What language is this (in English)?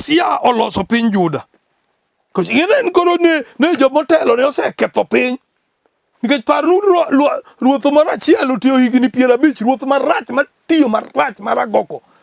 Luo (Kenya and Tanzania)